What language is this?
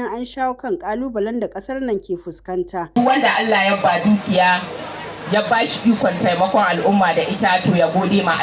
Hausa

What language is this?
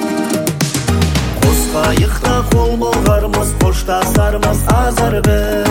Kazakh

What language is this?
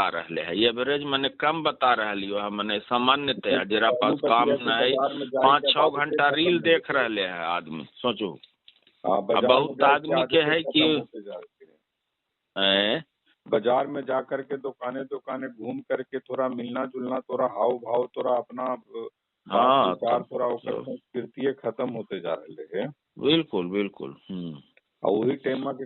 Magahi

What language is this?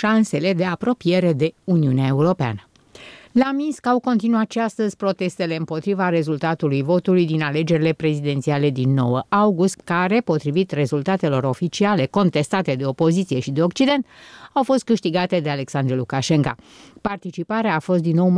Romanian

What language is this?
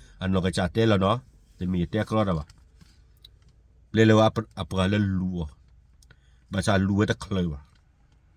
S'gaw Karen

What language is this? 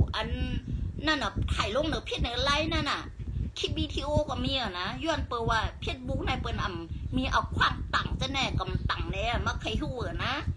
Shan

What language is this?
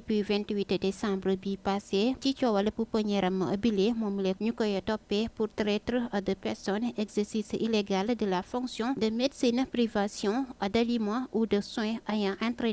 Wolof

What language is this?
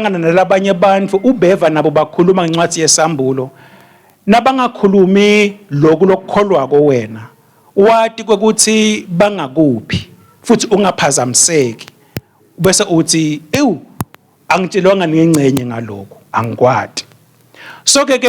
Swati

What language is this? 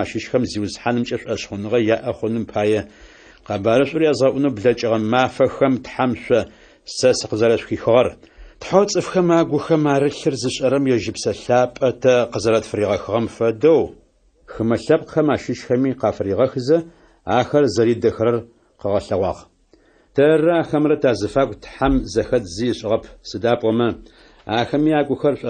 Adyghe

